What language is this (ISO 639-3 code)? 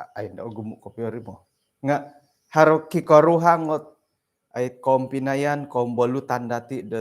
dtp